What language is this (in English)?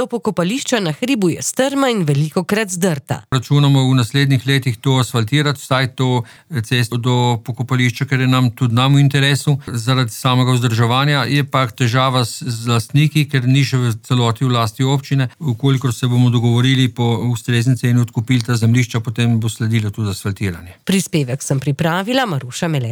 Slovenian